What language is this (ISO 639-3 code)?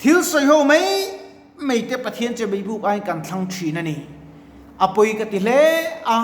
lus